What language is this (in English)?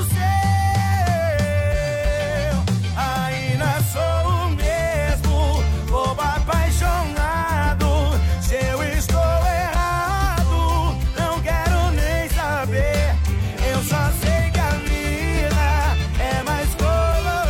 Portuguese